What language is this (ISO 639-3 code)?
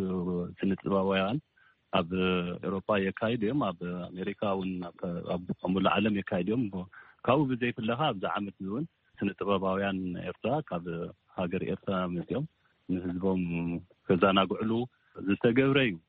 tir